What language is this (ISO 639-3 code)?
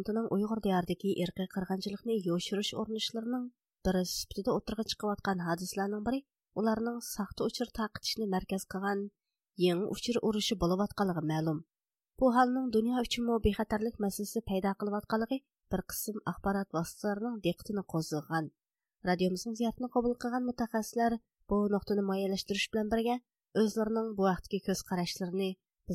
uig